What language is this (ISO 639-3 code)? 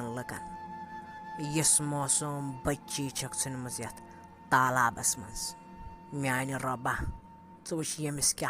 kas